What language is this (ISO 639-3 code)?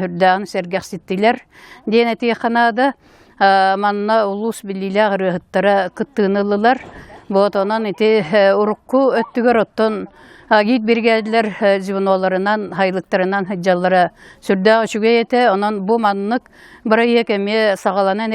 sah